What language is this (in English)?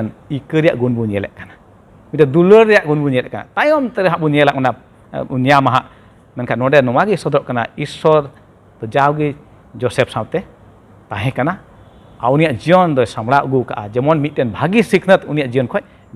Santali